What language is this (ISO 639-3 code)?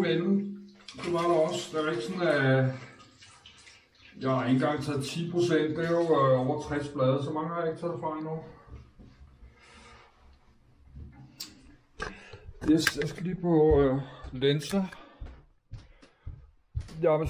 dan